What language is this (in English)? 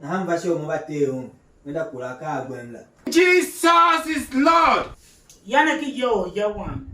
Tiv